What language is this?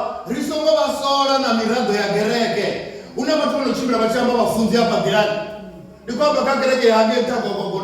Venda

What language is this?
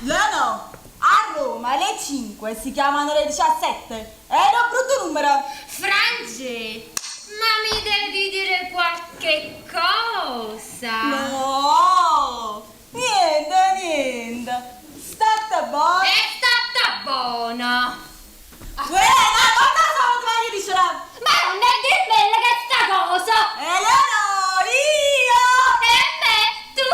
Neapolitan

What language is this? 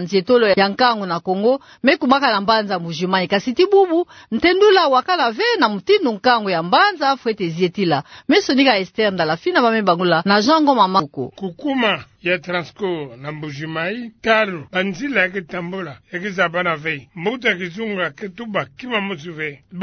Kituba (Democratic Republic of Congo)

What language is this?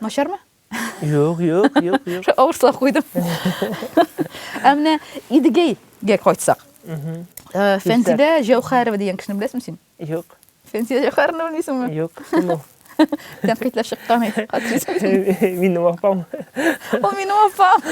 Tatar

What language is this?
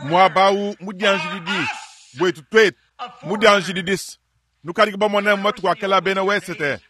Luba-Lulua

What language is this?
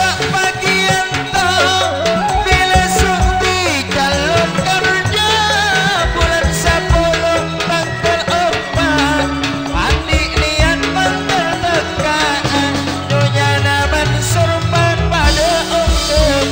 Madurese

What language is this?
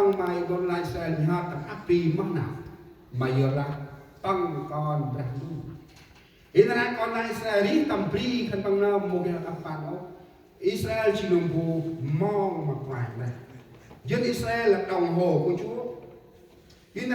Central Mnong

